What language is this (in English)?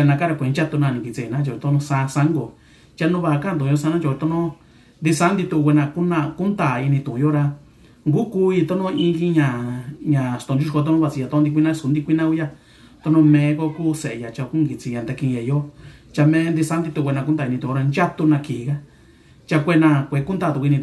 Mixtepec Mixtec